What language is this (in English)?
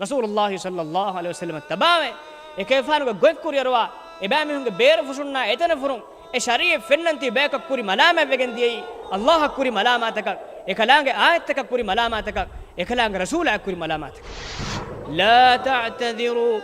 Divehi